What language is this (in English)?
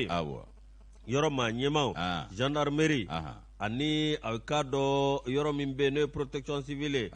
Bambara